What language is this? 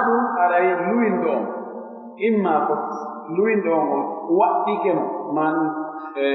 Pular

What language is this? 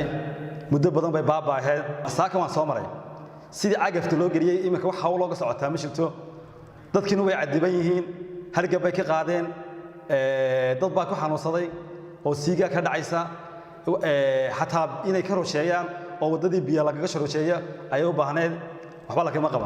Somali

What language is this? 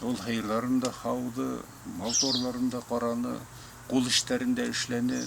Bashkir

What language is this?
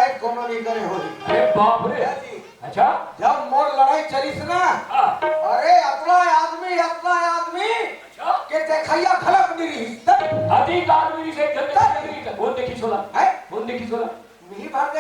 Chhattisgarhi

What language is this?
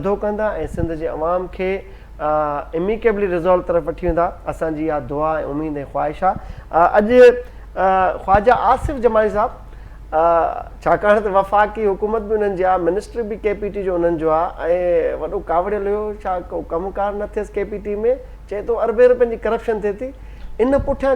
Sindhi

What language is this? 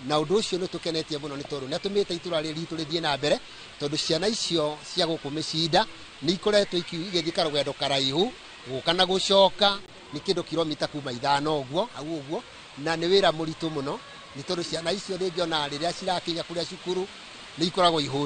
Kikuyu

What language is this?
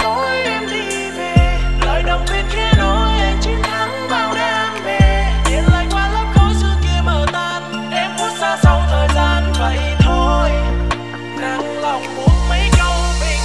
Vietnamese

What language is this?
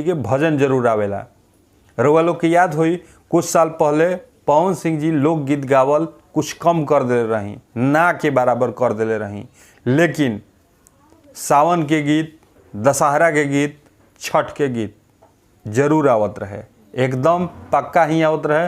Bhojpuri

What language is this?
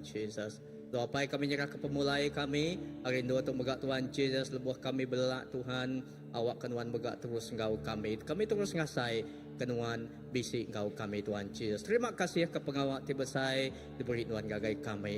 Iban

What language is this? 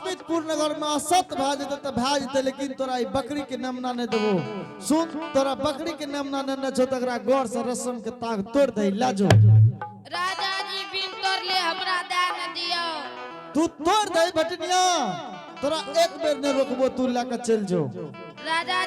Angika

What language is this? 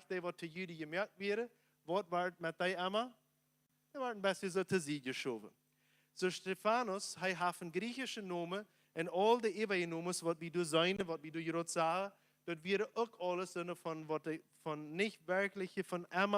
Plautdietsch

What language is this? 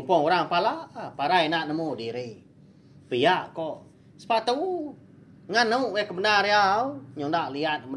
Iban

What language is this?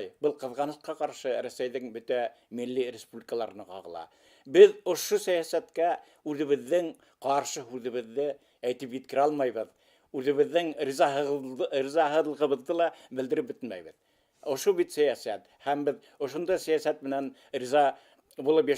Bashkir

